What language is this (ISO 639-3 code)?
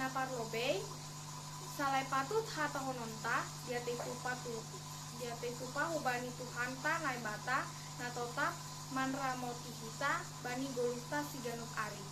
bts